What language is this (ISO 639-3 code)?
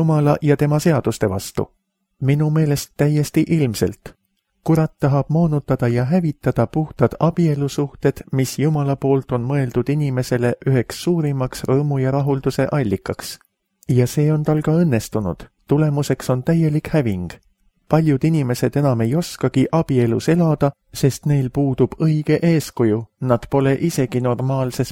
est